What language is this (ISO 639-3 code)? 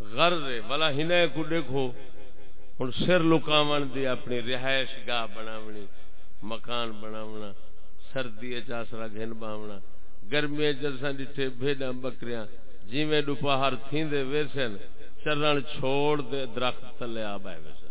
skr